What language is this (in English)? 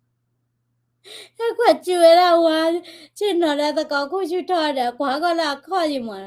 S'gaw Karen